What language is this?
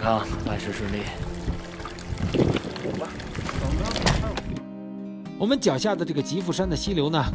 Chinese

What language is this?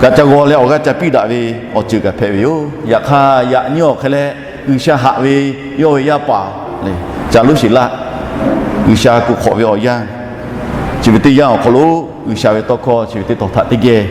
Lahu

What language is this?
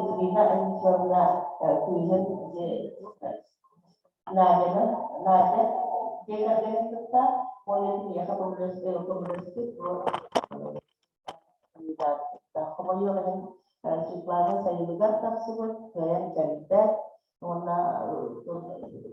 Yakut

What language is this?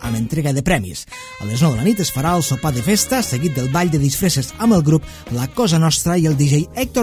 Catalan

